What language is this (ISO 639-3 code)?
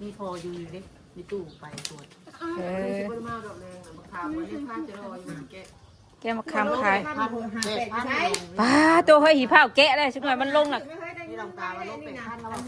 tts